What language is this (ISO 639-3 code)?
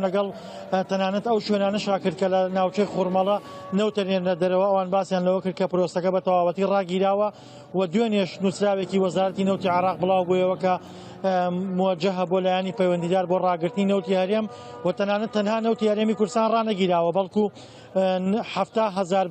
ckb